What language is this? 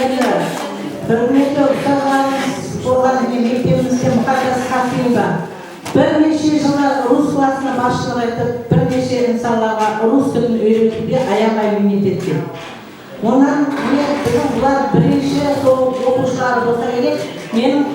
Kara-Kalpak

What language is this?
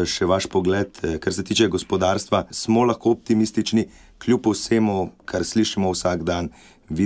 Slovenian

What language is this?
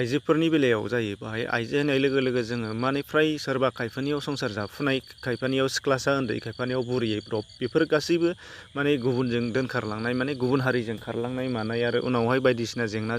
Bodo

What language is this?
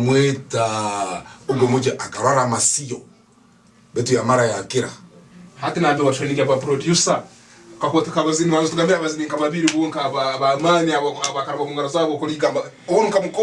Tooro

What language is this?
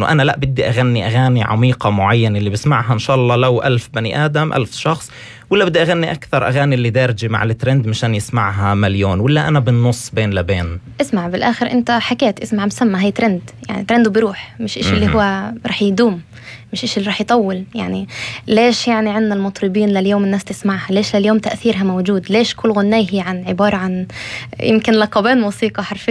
North Levantine Arabic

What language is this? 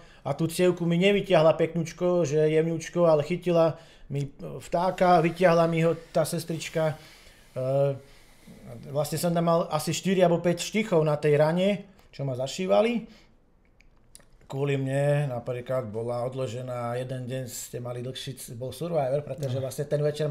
Slovak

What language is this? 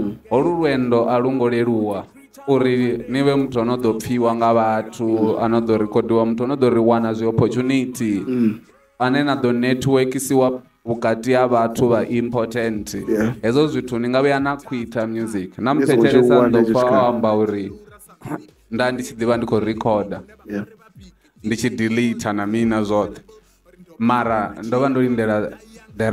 Venda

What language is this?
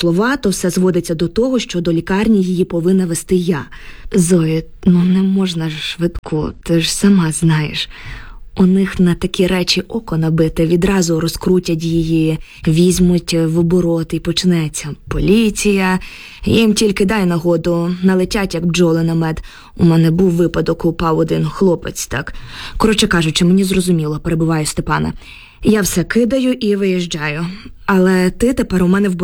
Ukrainian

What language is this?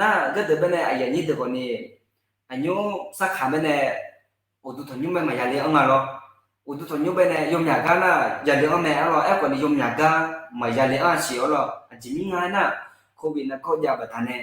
Akha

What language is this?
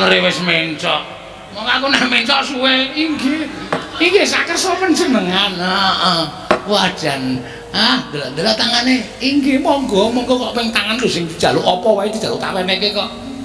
Javanese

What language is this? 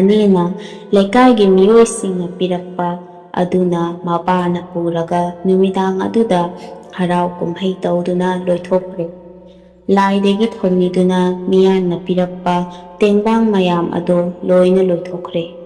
Manipuri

